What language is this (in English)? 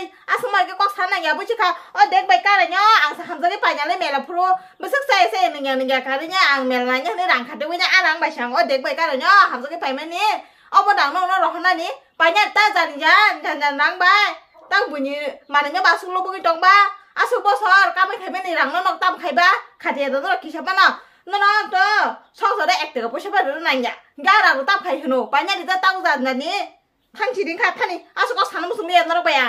Kok Borok